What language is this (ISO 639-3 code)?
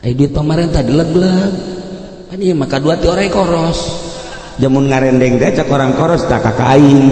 sun